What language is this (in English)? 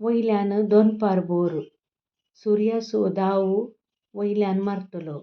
Konkani